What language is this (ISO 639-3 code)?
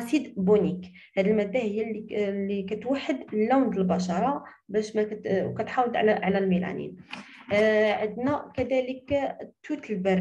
ary